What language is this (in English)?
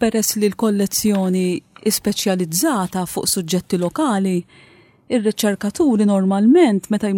Maltese